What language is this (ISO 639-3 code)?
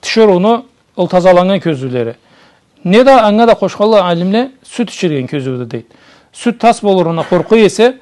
krc